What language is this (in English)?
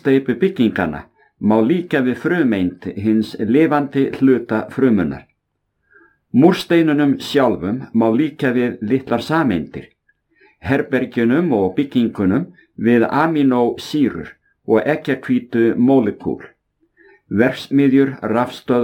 Icelandic